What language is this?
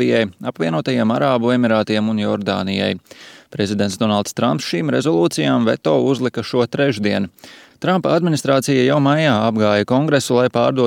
Latvian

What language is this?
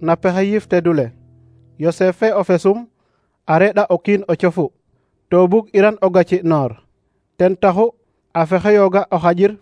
Serer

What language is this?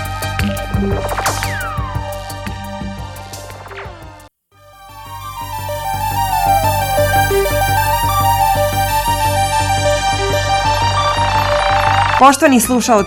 Bosnian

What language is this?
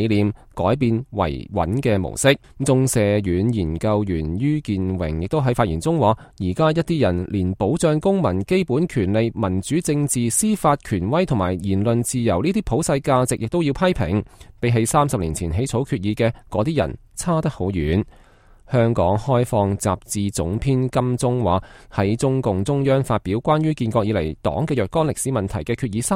Cantonese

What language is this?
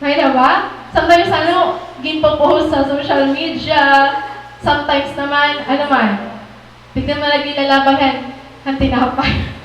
Waray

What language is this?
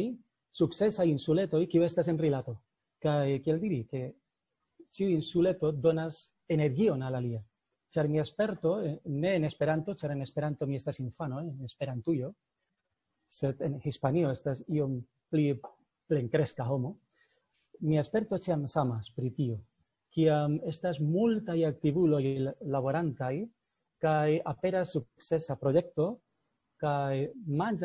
Esperanto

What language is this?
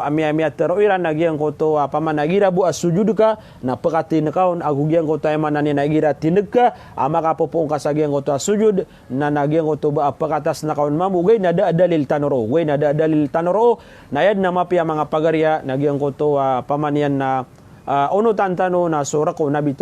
Maranao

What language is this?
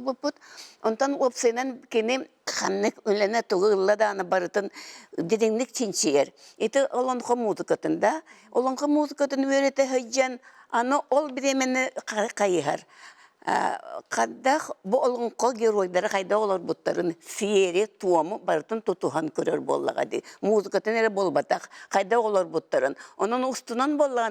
Yakut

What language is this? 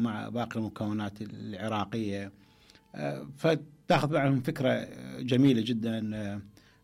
Mesopotamian Arabic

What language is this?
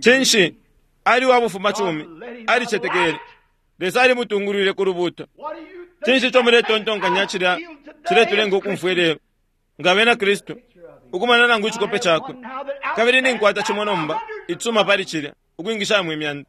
Bemba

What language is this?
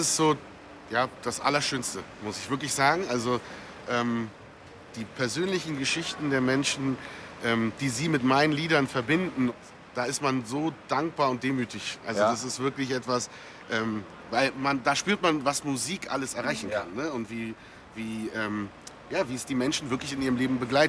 Swiss German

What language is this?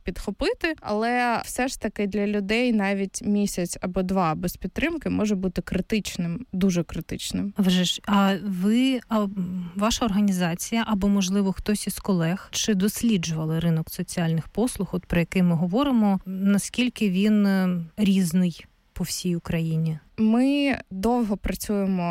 Ukrainian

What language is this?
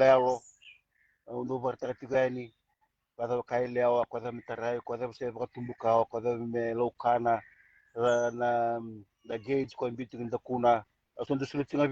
Fijian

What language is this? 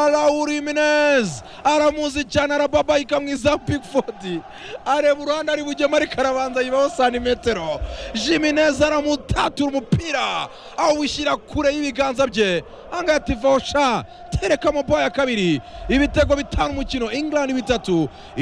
Kinyarwanda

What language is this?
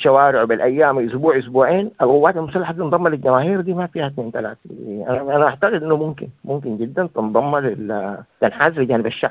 Sudanese Arabic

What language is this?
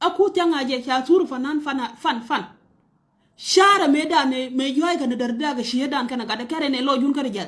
Nuer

